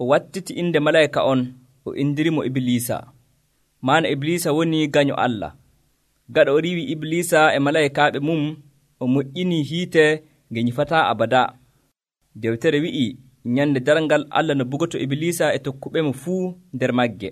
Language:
Nigerian Fulfulde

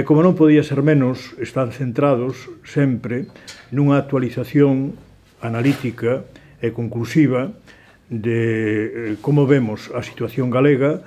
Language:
Galician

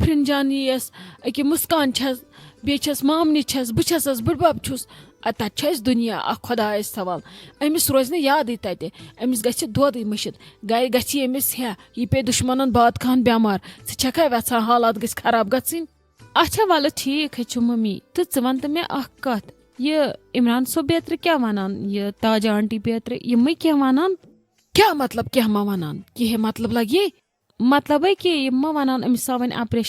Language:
Kashmiri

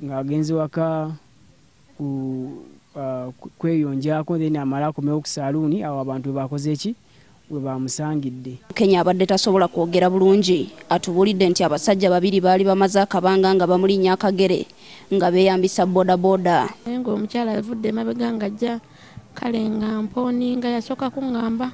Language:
Ganda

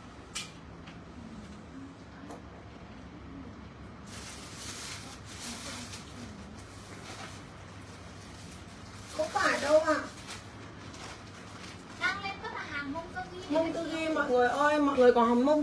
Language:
Vietnamese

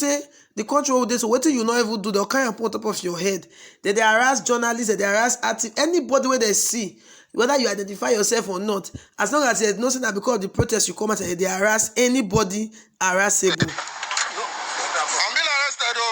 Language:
Nigerian Pidgin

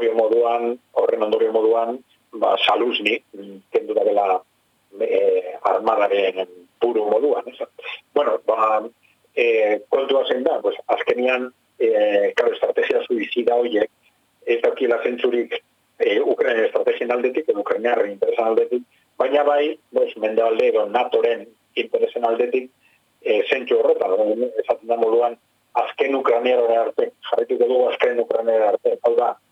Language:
Basque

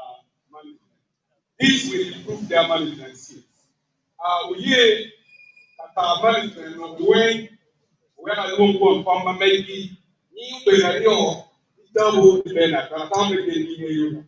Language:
Acoli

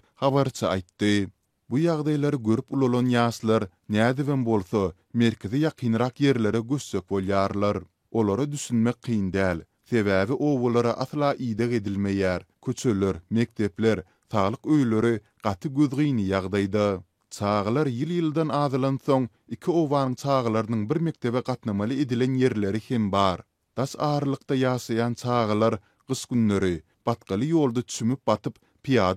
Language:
Turkmen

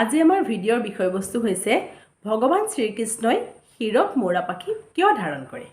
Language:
Assamese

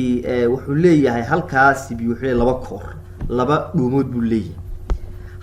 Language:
Somali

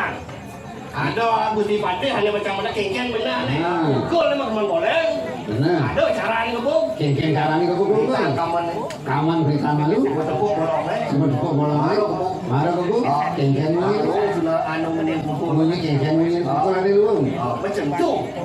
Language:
Balinese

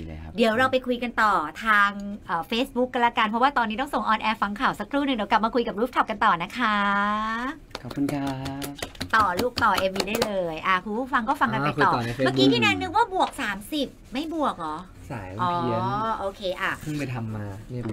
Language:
Thai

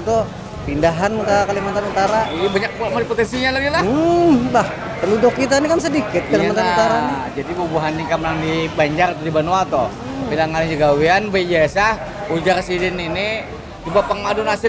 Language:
Banjar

